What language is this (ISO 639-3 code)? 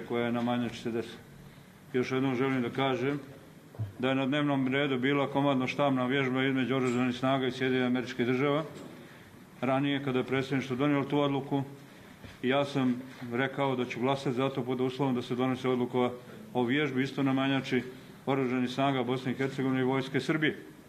bos